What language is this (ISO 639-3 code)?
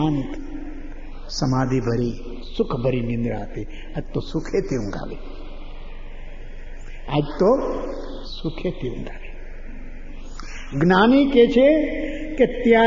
guj